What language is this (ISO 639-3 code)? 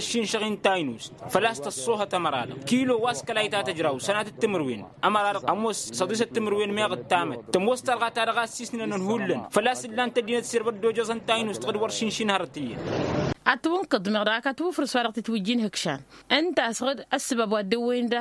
taq